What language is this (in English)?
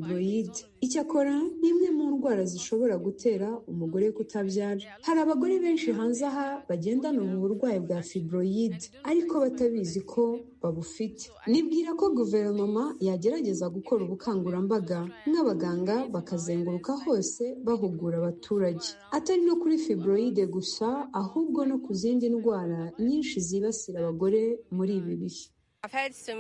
Kinyarwanda